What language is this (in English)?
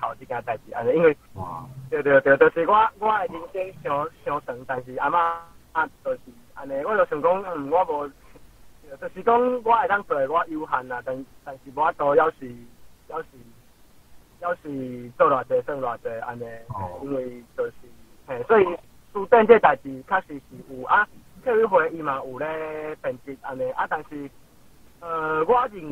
Min Nan Chinese